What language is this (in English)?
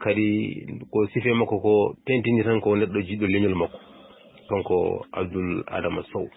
Fula